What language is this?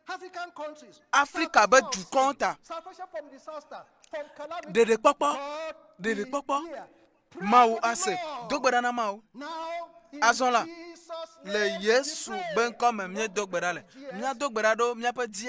Ewe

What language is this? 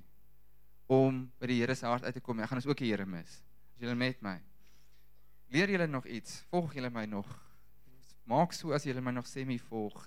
Afrikaans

